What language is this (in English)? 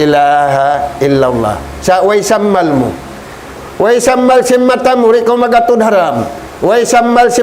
Tausug